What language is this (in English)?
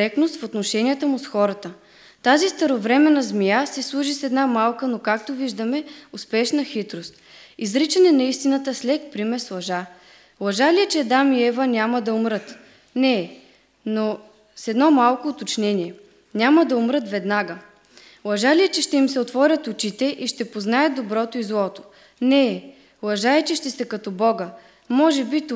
Bulgarian